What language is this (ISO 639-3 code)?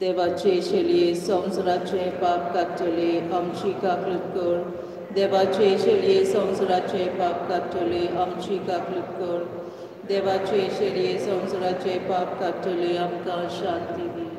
kok